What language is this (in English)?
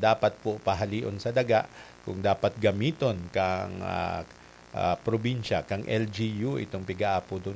Bikol